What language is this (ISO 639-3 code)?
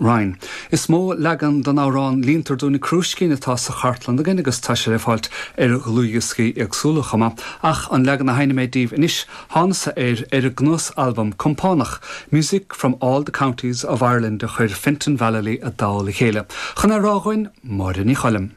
gle